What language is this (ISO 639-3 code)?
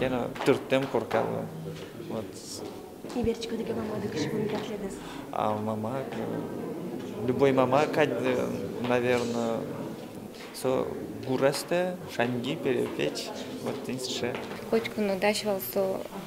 udm